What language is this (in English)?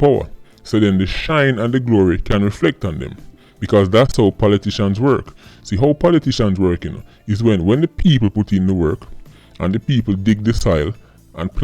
Jamaican Creole English